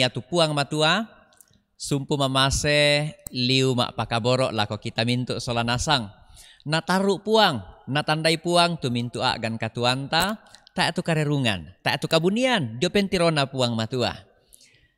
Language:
Toraja-Sa'dan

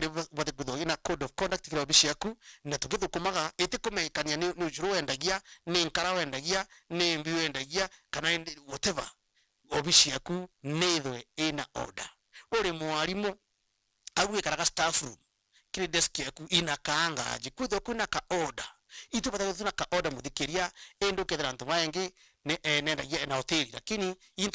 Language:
Meru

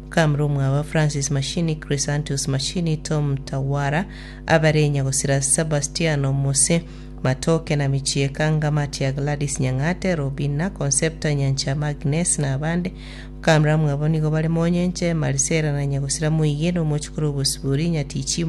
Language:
Gusii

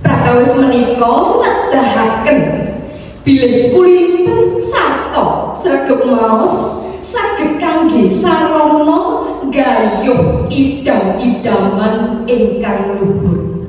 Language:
Javanese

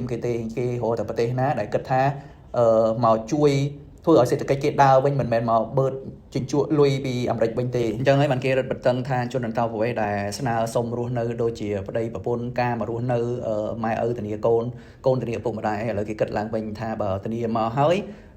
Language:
Khmer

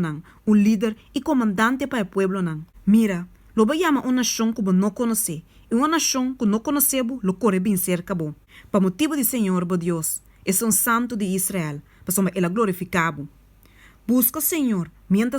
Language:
Papiamento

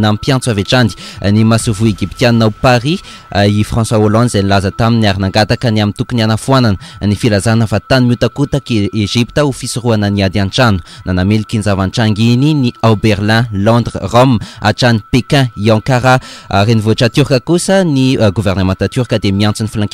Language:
Malagasy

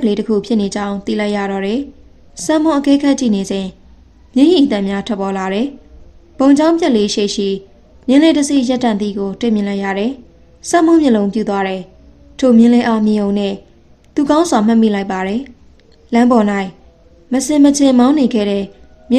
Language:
Burmese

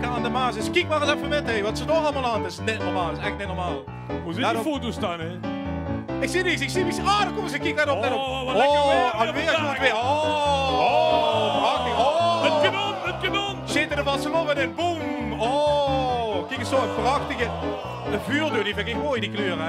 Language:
Limburgish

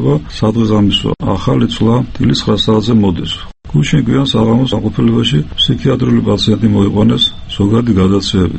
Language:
Georgian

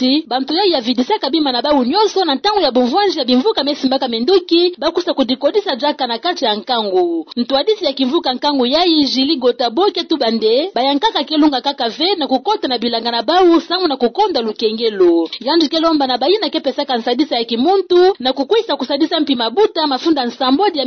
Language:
Kituba (Democratic Republic of Congo)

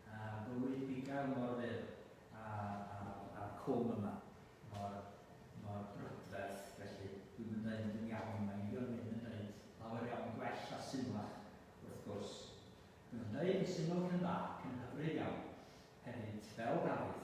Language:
Welsh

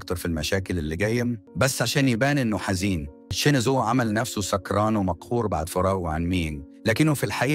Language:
Egyptian Arabic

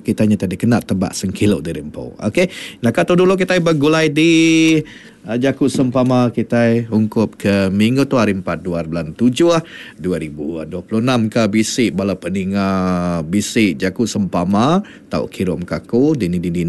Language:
Iban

